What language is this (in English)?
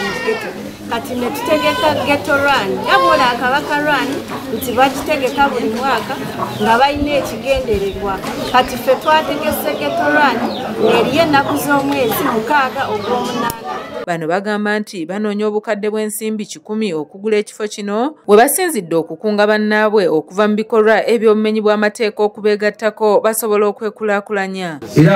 Ganda